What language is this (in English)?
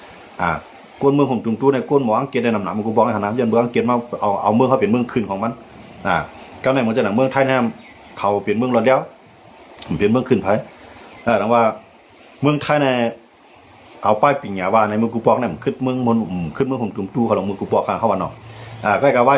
Shan